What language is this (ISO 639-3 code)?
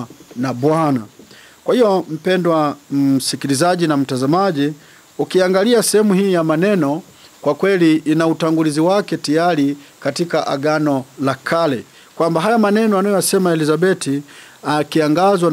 swa